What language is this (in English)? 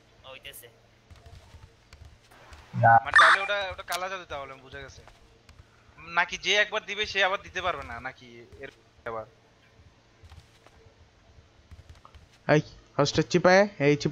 Bangla